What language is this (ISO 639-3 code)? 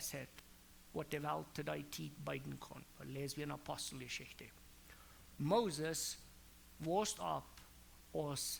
pdt